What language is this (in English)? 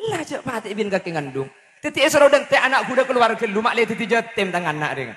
Madurese